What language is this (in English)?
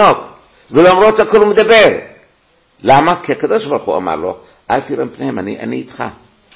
Hebrew